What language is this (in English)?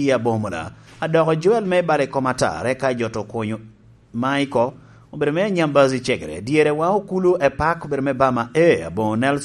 Lango (Uganda)